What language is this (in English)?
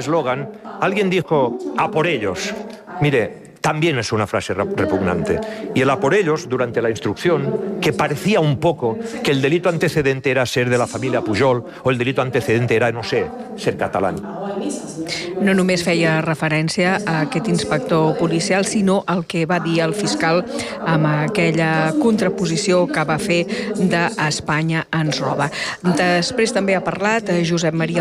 Catalan